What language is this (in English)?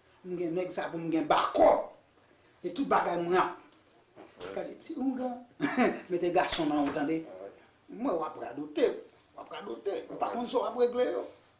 Haitian Creole